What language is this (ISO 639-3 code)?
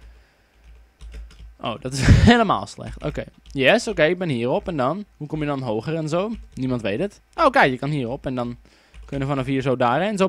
nld